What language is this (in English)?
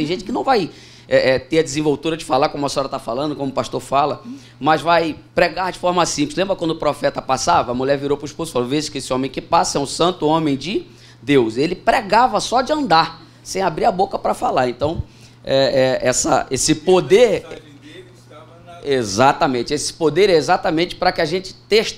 Portuguese